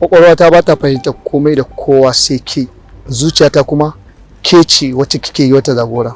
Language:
Hausa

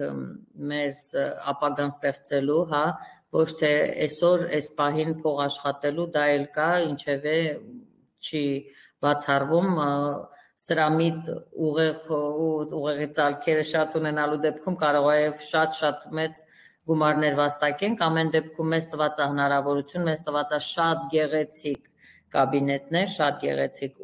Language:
Armenian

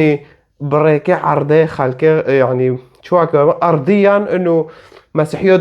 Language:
Kurdish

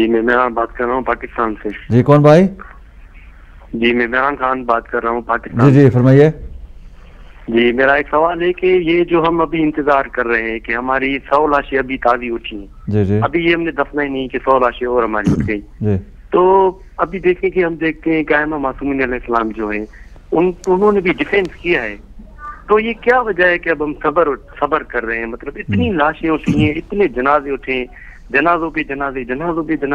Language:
Urdu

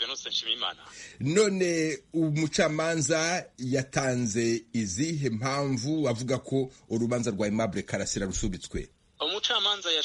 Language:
Kinyarwanda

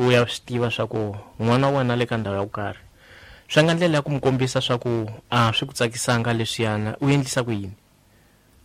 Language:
Tsonga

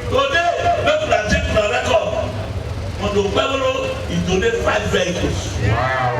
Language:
Nigerian Pidgin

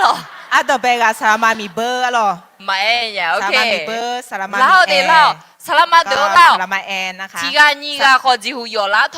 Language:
Akha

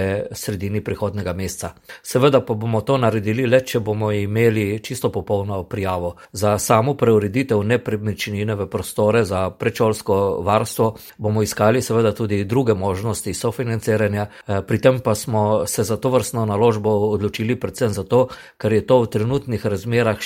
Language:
Slovenian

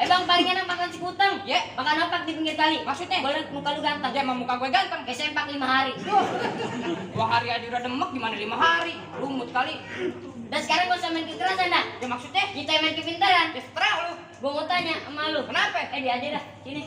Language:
Betawi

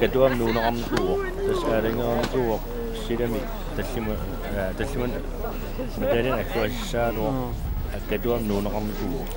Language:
Kalaallisut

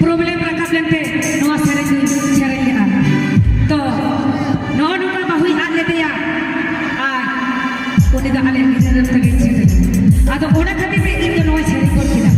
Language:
Santali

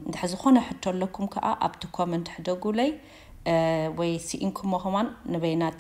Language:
Tigrinya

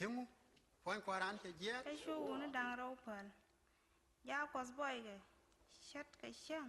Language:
Nuer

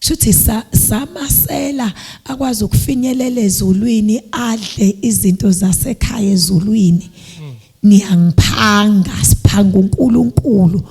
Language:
Zulu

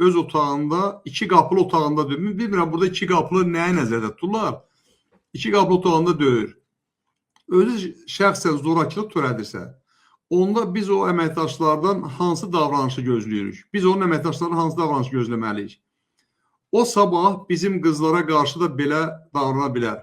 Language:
Azerbaijani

